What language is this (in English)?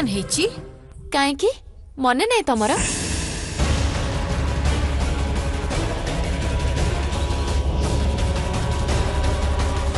Odia